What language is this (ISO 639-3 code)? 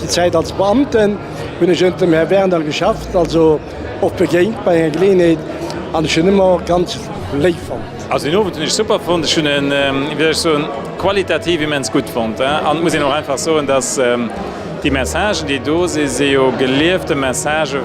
ltz